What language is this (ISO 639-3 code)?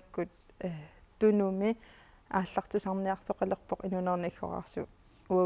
kal